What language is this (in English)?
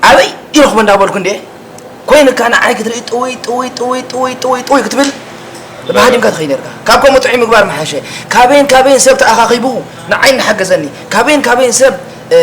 Tigrinya